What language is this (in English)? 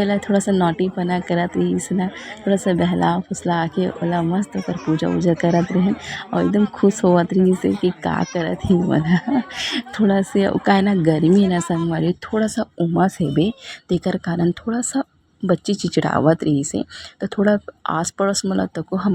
Chhattisgarhi